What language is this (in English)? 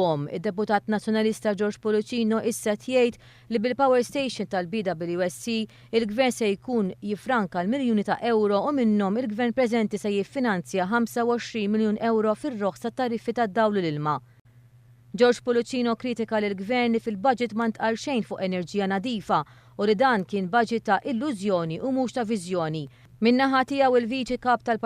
Maltese